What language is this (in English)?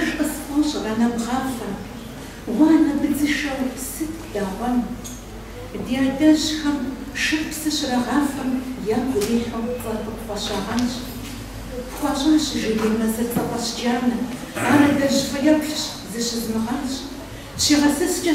Kabardian